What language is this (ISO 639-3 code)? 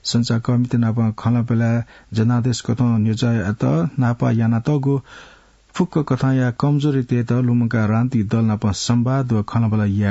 new